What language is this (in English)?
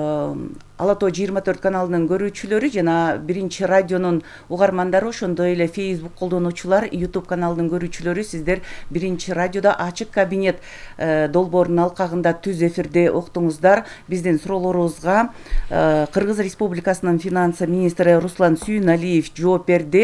Kyrgyz